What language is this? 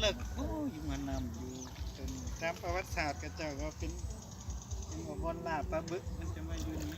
Lao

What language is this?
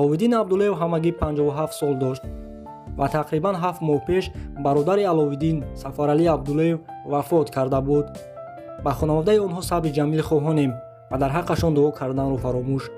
Tajik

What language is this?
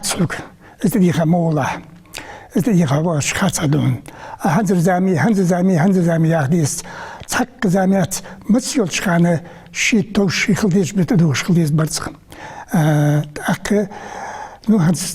Ingush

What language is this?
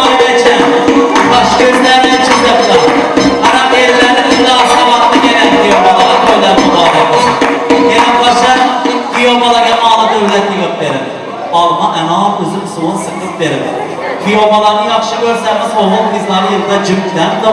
Turkmen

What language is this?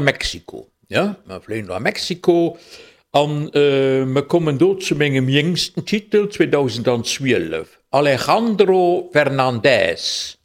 Luxembourgish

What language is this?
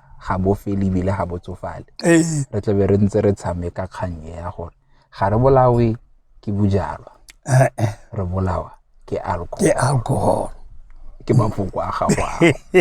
Tswana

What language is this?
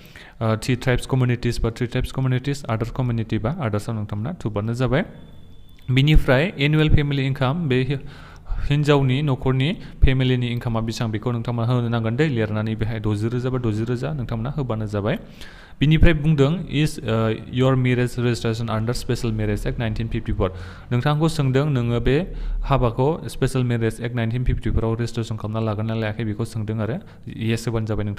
Bodo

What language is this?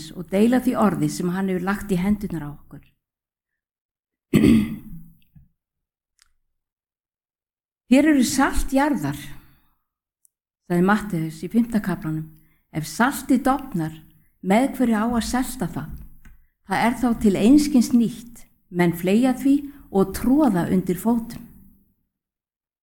Icelandic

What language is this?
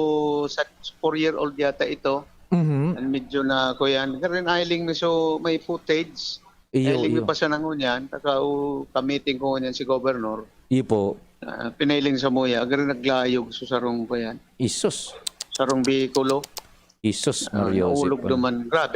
Bikol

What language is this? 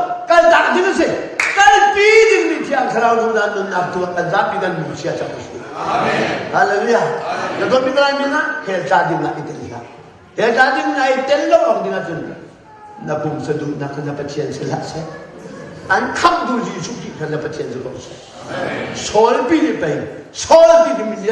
Hakha Chin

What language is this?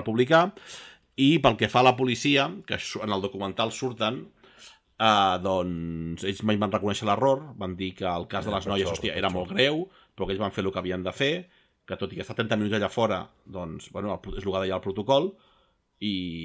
Catalan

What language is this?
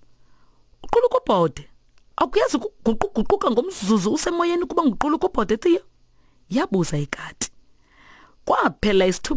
Xhosa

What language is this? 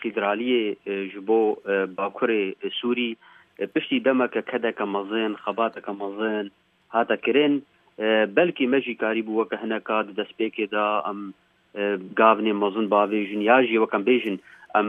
Kurdish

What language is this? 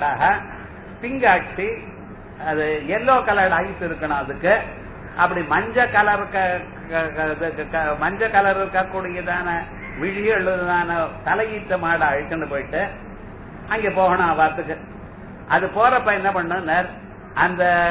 Tamil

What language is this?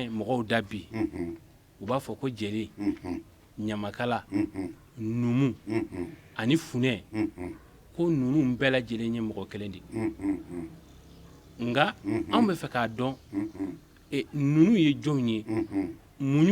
Bambara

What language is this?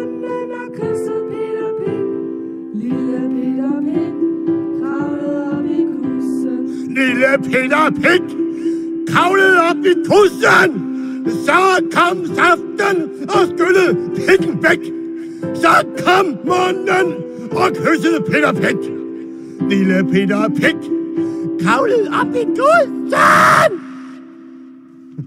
Danish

